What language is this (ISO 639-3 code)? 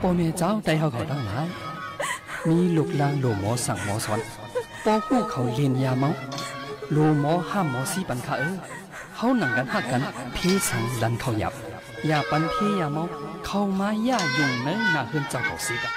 shn